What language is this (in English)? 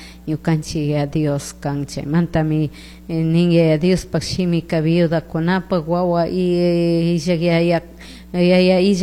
Chimborazo Highland Quichua